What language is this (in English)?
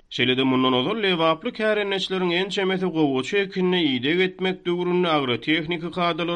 Turkmen